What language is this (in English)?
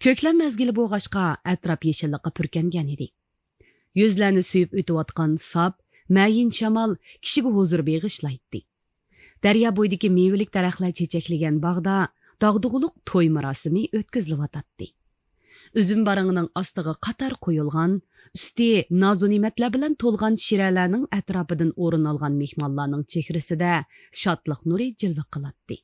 Uyghur